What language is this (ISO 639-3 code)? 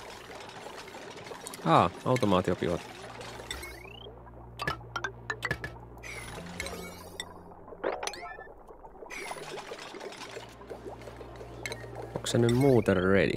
fin